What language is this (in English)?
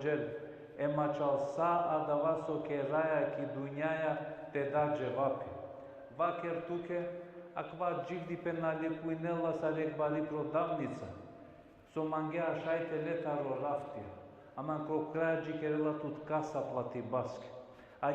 Balkan Romani